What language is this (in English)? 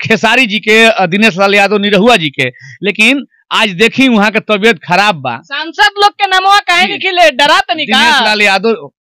Bhojpuri